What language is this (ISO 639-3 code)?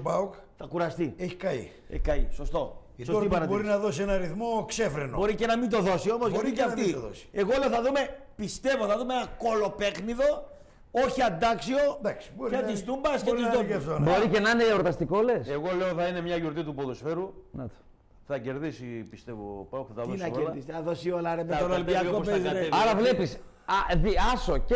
ell